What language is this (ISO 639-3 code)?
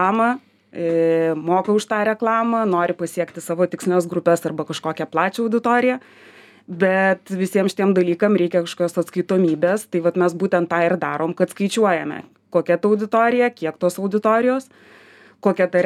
lit